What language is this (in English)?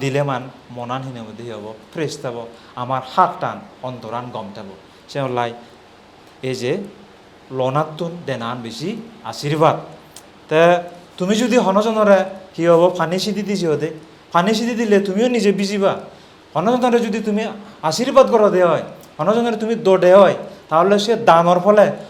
Chakma